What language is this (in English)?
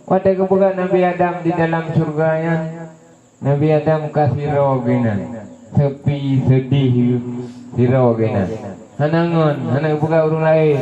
Achinese